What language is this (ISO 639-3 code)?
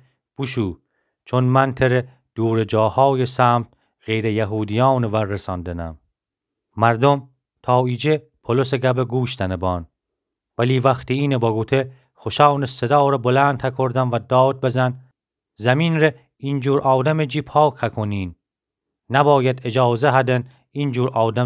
glk